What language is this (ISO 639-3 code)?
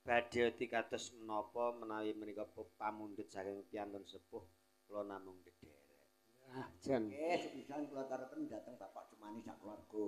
jav